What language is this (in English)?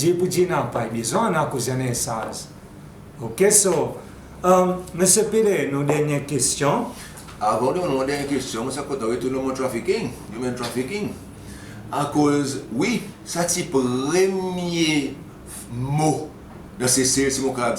Seselwa Creole French